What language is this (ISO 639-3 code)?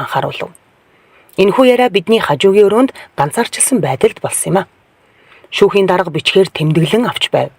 mon